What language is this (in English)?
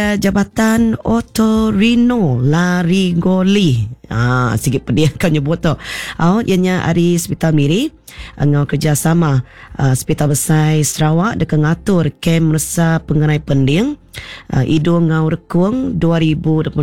Iban